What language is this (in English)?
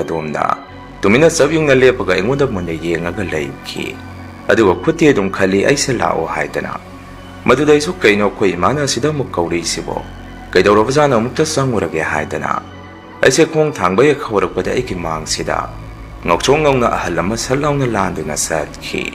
Manipuri